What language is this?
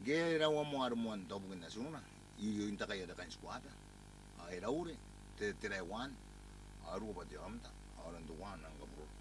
Gilbertese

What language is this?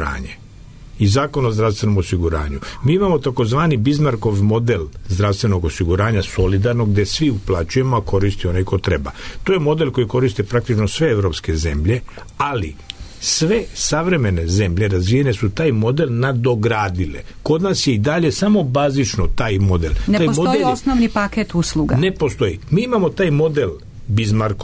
Serbian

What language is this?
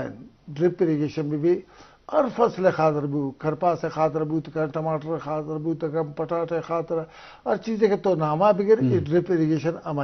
Eastern Balochi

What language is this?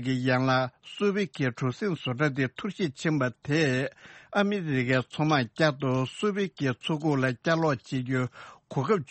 Tibetan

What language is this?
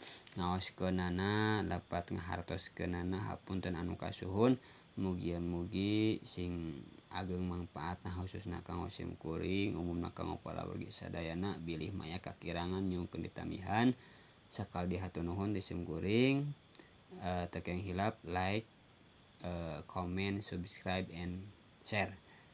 Sundanese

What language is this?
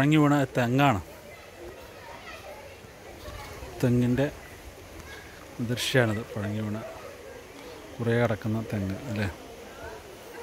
Malayalam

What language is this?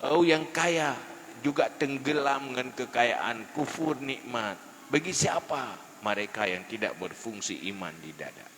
Achinese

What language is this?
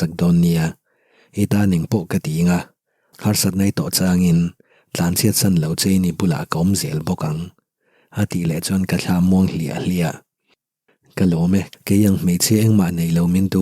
Mizo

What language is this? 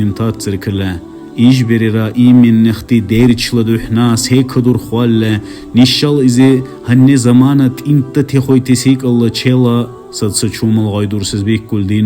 Dargwa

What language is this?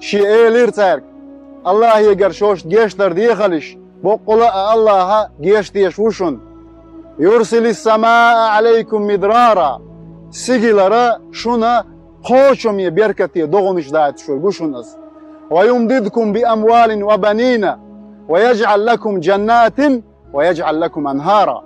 Chechen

